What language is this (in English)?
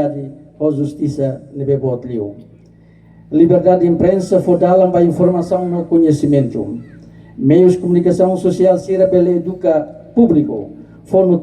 Tetum